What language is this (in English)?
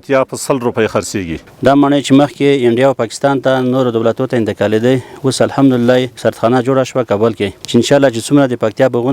Pashto